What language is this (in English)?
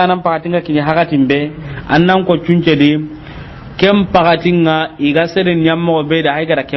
Soninke